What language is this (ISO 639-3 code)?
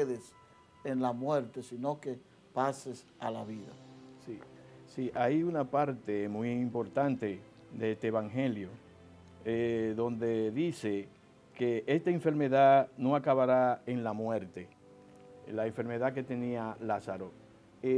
spa